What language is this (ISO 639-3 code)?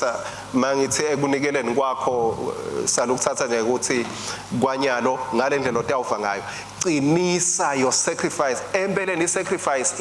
ssw